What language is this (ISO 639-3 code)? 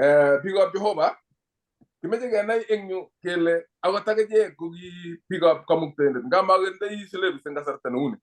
kln